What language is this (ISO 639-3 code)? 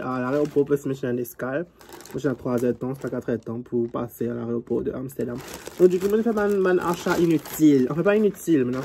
mfe